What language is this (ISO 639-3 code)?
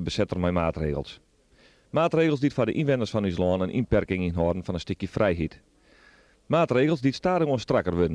fry